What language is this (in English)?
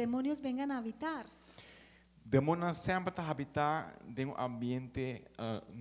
Papiamento